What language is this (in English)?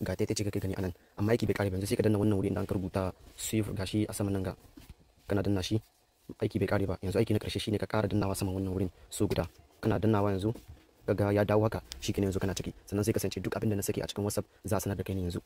Hausa